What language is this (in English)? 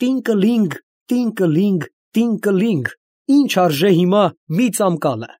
Armenian